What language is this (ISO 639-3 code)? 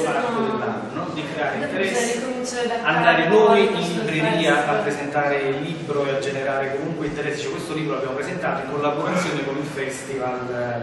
ita